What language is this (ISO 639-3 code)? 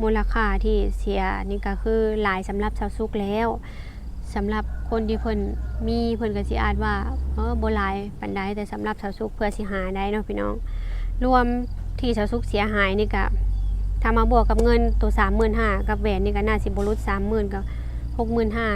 lao